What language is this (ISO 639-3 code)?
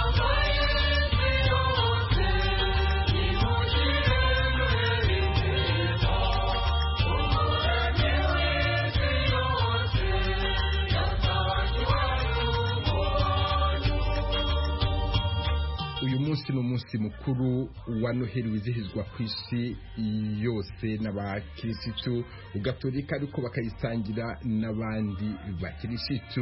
kin